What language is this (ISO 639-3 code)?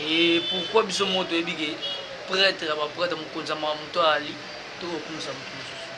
lin